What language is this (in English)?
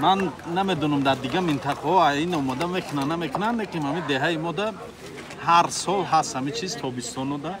Tajik